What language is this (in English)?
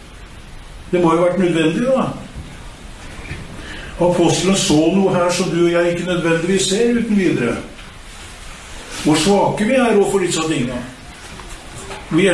Norwegian